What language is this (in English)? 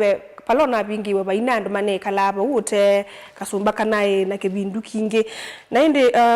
Kamba